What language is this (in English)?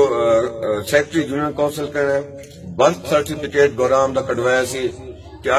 Saraiki